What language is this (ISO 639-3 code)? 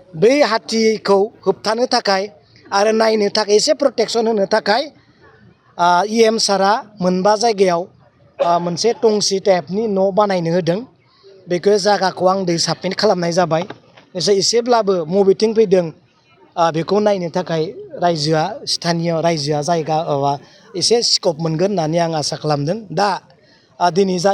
brx